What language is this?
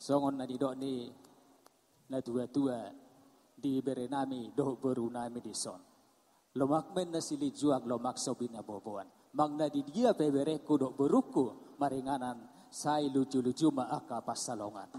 Batak Toba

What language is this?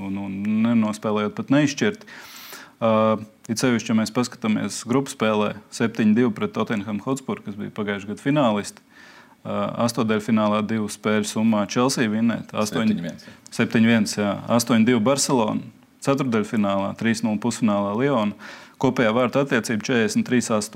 Latvian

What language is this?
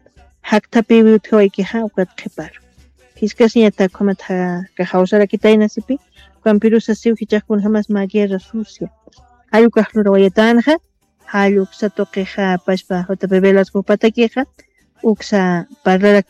Aymara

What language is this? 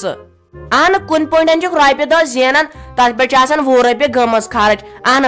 Kashmiri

